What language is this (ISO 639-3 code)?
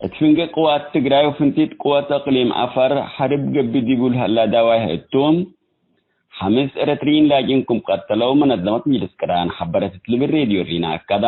tig